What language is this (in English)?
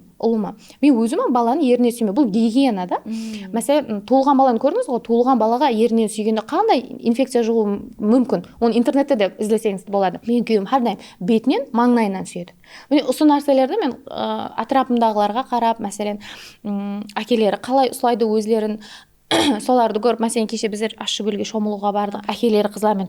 Kara-Kalpak